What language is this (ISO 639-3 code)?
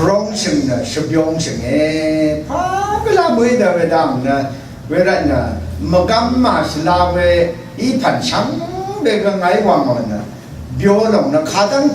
raw